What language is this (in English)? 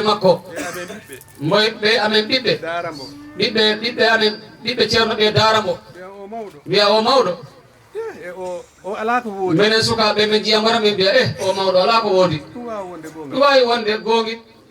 Fula